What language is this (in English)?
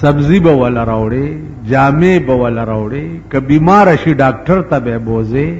Pashto